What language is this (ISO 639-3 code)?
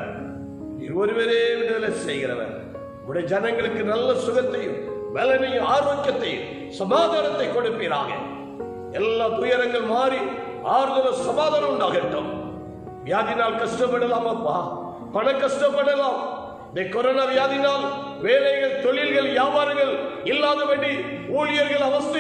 tam